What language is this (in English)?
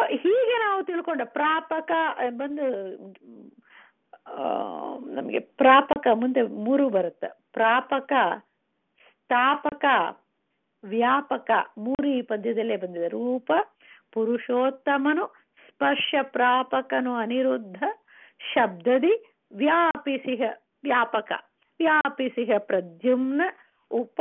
Kannada